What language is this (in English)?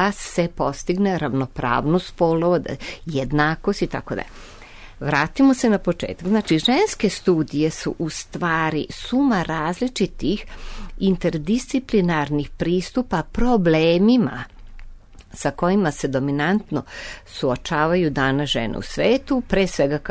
Serbian